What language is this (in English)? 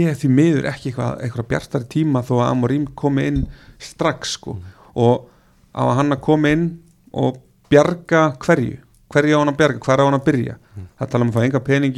Icelandic